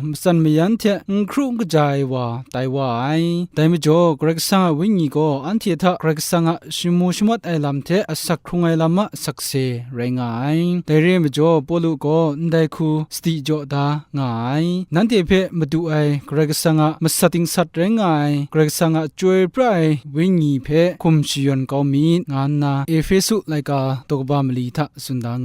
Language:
Kachin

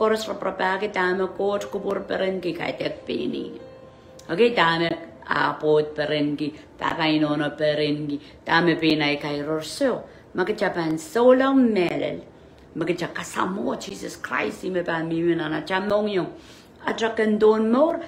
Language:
Pohnpeian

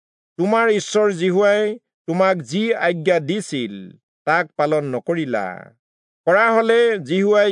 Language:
Assamese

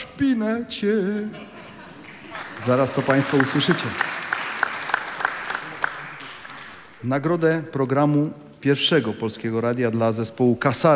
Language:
Polish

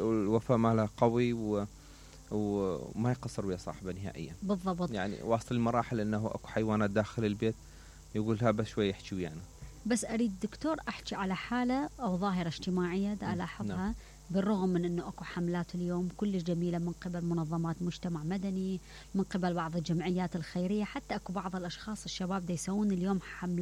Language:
Mesopotamian Arabic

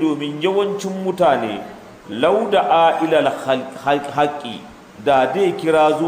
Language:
Hausa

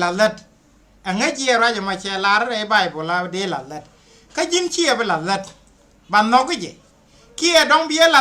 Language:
Nuer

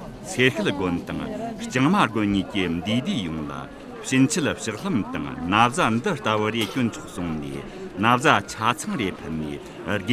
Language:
Tibetan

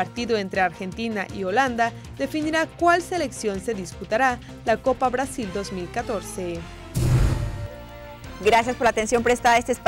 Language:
Spanish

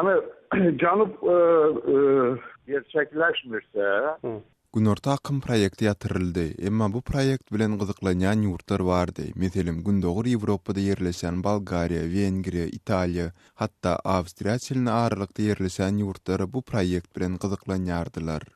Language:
Turkmen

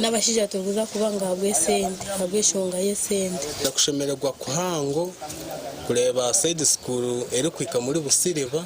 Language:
Nyankole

